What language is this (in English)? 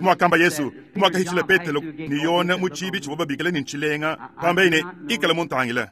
Luba-Lulua